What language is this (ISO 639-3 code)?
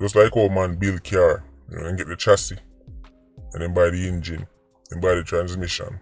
jam